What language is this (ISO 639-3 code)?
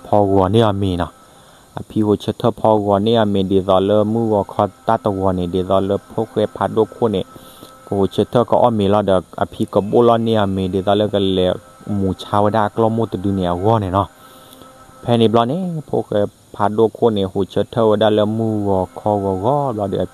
ksw